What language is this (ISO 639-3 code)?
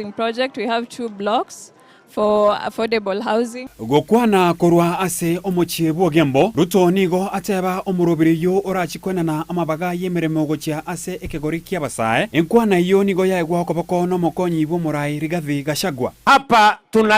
guz